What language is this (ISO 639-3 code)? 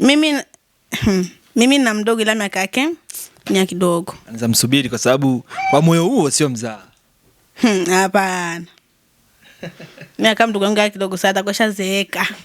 swa